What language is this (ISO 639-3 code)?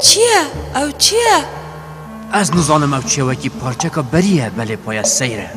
kur